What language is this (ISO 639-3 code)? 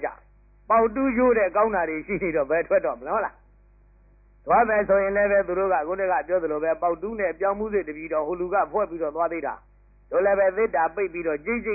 mya